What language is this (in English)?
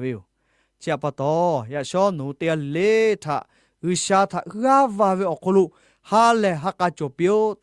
Lahu